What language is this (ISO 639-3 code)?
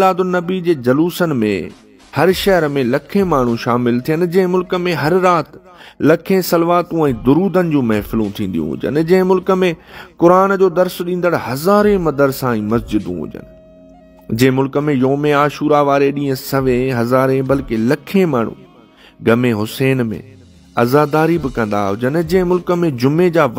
snd